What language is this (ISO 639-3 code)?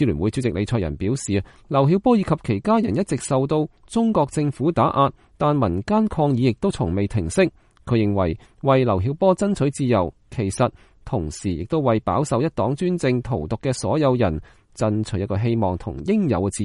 yue